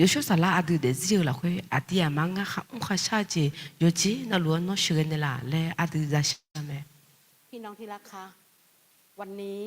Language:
Akha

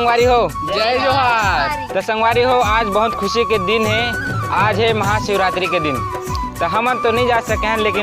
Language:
Chhattisgarhi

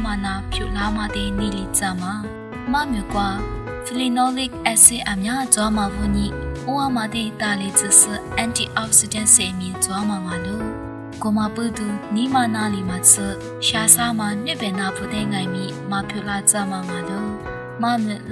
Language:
Lisu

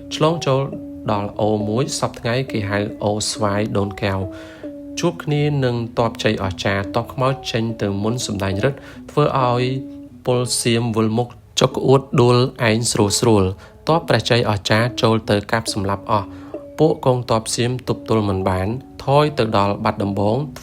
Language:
Khmer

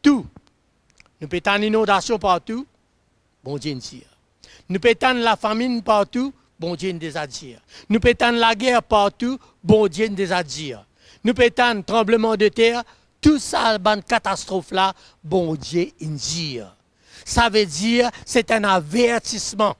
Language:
Morisyen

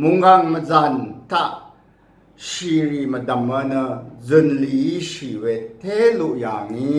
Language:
Rawang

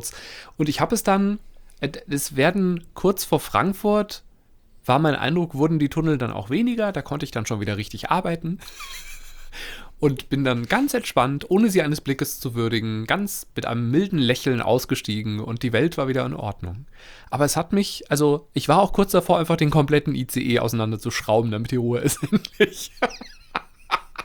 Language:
German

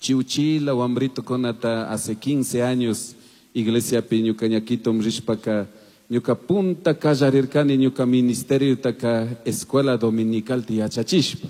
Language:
Chimborazo Highland Quichua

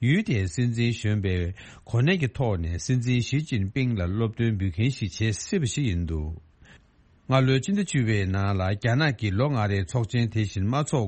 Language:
Tibetan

